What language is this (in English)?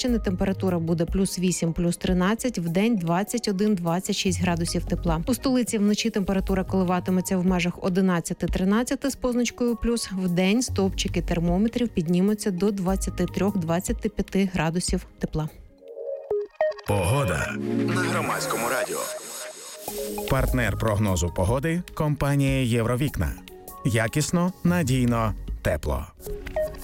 Ukrainian